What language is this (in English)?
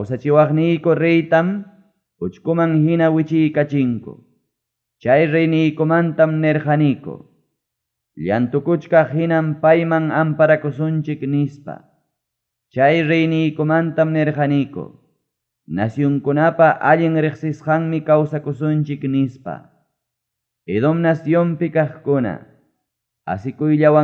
Ayacucho Quechua